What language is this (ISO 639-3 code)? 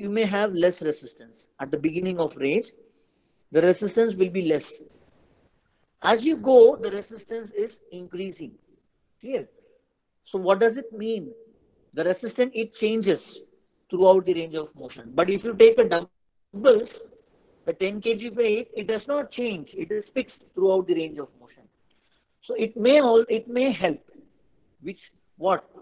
eng